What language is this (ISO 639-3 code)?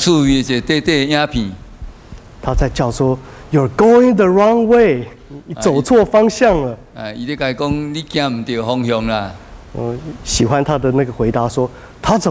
nan